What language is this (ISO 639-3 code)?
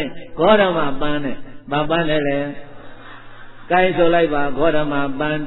mya